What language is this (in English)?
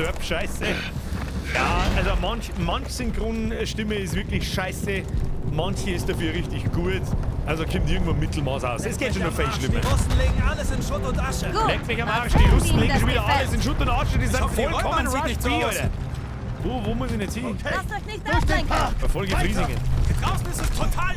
Bavarian